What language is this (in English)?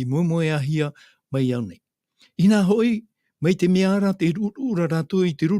Tahitian